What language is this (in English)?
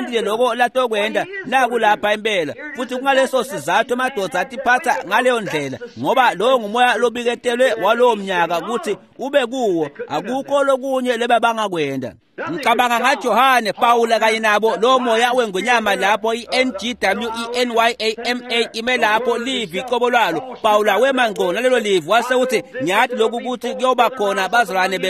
Swati